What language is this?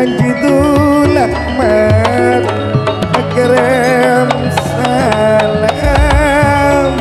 Madurese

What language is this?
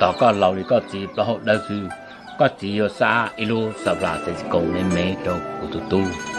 Hmong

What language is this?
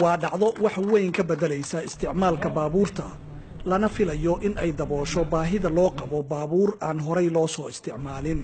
Somali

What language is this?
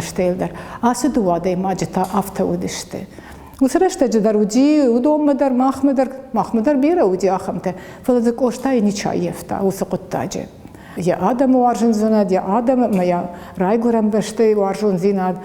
Ossetic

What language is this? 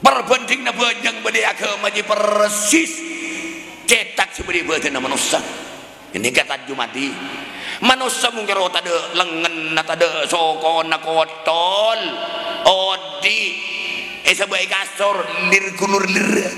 Madurese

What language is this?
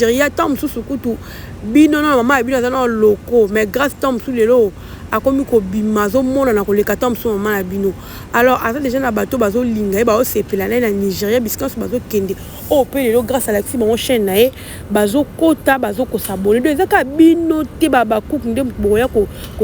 Lingala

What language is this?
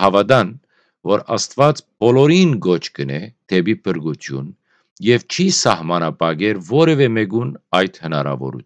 Western Armenian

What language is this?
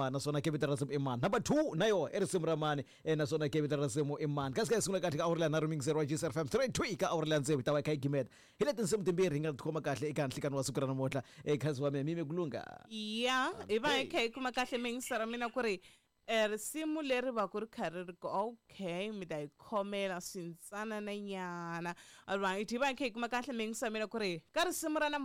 Tsonga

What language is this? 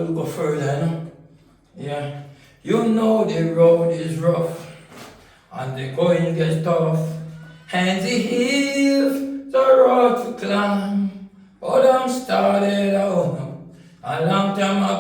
Jamaican Creole English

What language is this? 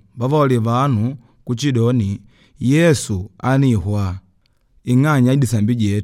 Makonde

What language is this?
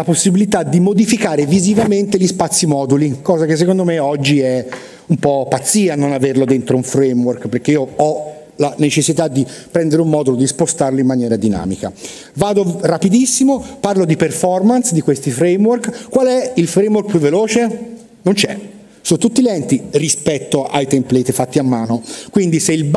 Italian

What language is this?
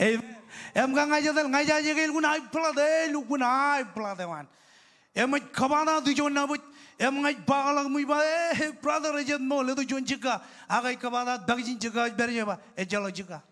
Marshallese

